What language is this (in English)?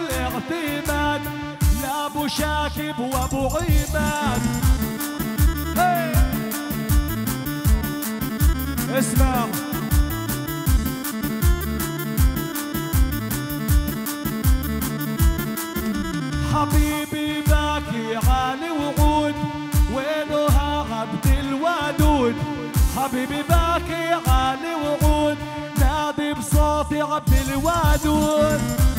South Levantine Arabic